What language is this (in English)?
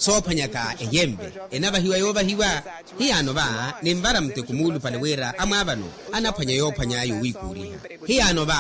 Makhuwa